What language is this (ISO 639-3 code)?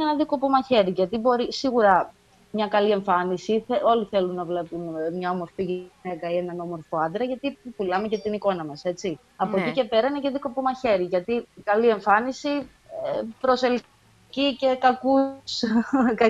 ell